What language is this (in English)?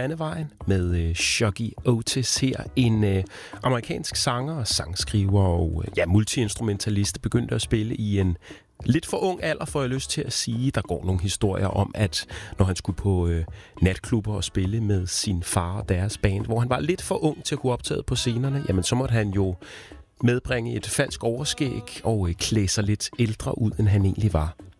Danish